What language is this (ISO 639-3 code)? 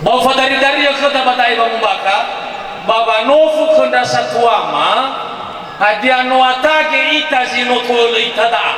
nia